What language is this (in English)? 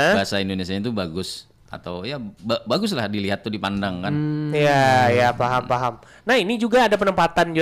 Banjar